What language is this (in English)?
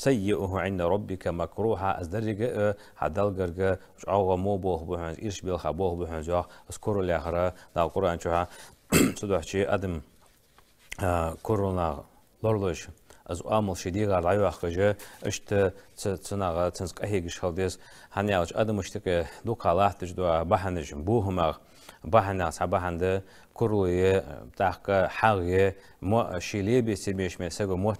Ingush